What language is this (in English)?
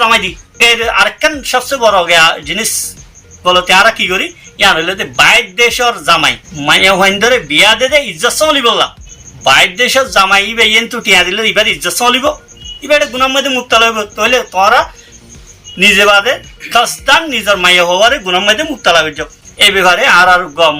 Rohingya